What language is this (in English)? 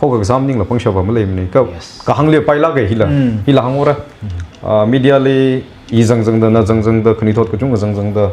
Tangkhul Naga (India)